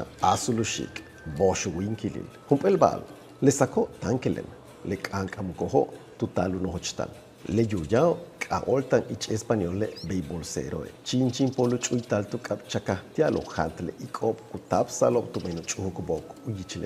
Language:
Yucateco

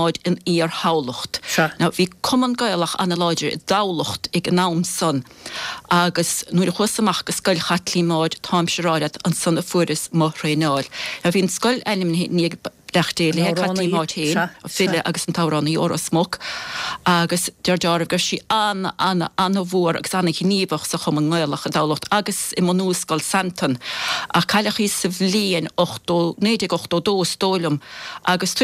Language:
Irish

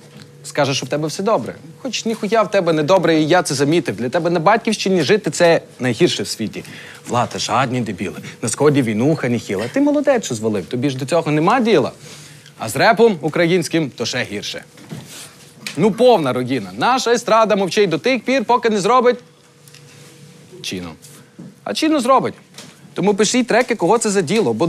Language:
Ukrainian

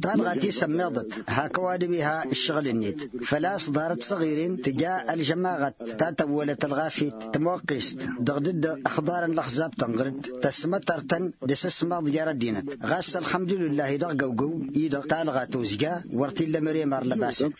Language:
Tamasheq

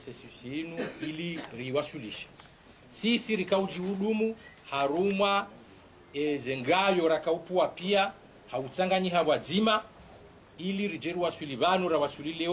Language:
Ngazidja Comorian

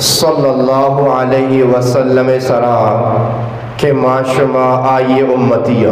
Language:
Eastern Balochi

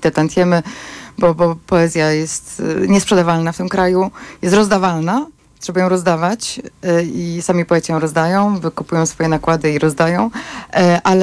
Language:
Polish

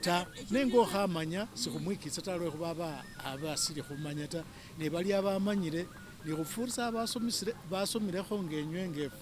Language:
Masaaba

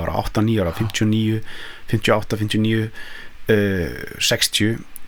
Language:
Icelandic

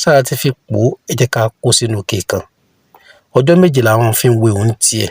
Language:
Yoruba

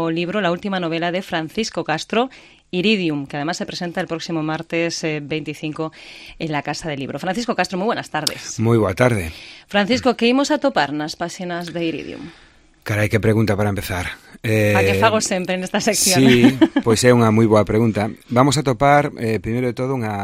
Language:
Galician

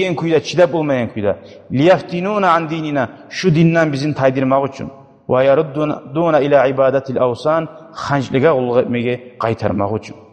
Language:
Kumyk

